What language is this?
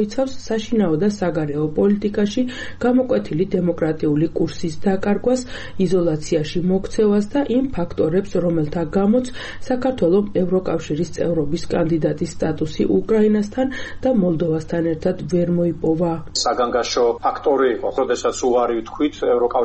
Georgian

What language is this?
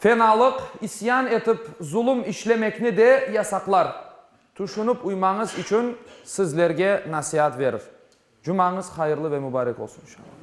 Crimean Tatar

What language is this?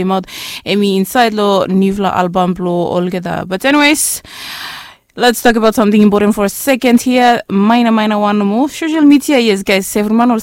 Bislama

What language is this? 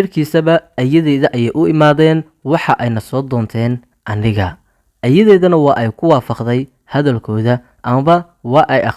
Somali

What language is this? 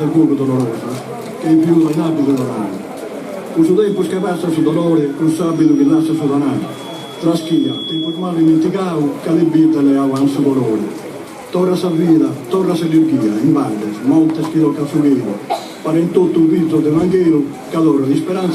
Sardinian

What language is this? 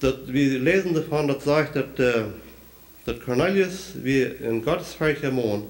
Plautdietsch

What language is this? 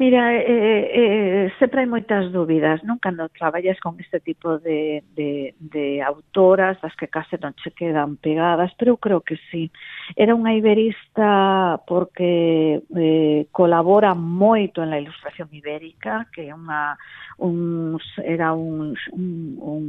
Galician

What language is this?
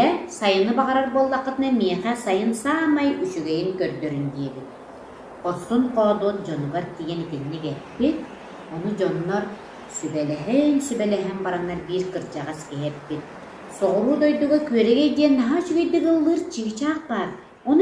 Yakut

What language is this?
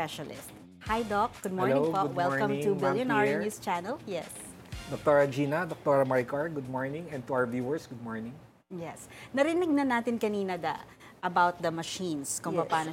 Filipino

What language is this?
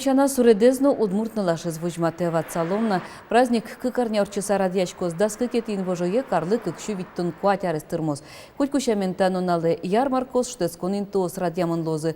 Udmurt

